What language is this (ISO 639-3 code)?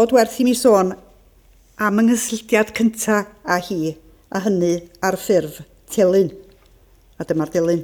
cym